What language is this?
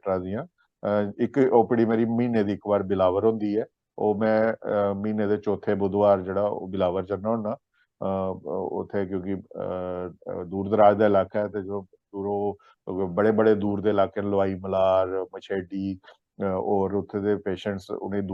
Dogri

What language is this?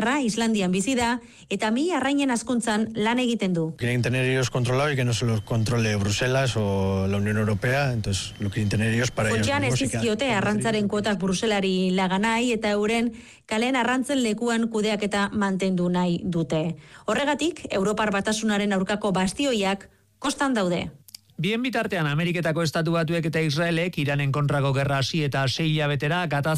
Basque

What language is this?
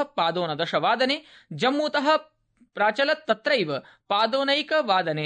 Sanskrit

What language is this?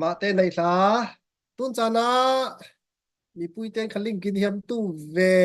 Falam Chin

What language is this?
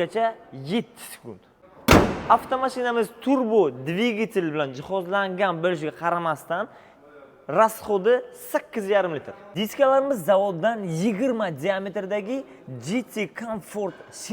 Uzbek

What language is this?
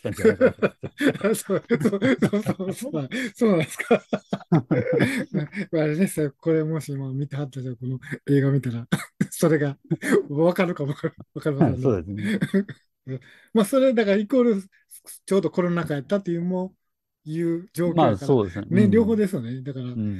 Japanese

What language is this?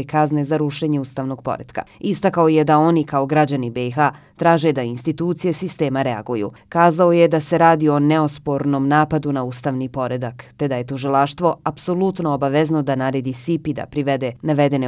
Bosnian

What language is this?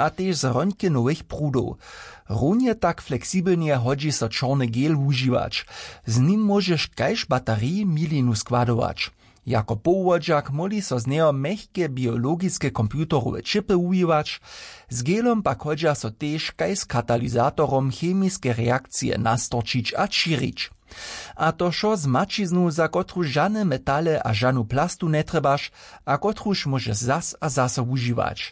Upper Sorbian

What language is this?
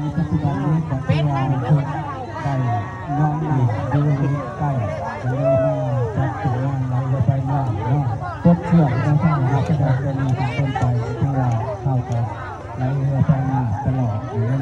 Northeastern Thai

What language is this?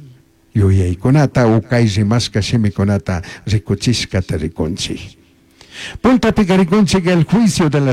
Chimborazo Highland Quichua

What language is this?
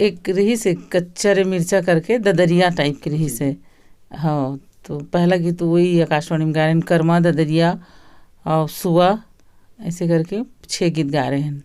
Chhattisgarhi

